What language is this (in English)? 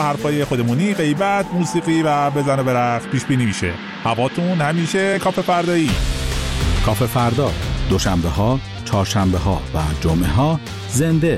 Persian